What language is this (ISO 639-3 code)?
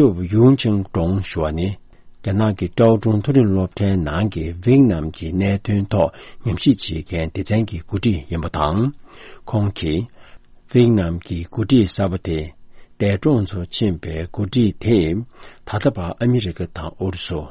bod